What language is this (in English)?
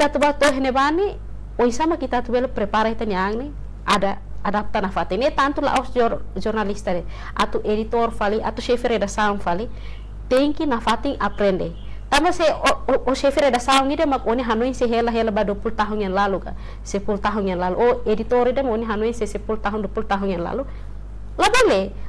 Tetum